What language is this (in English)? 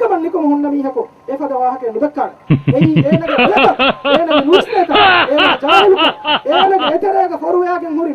Divehi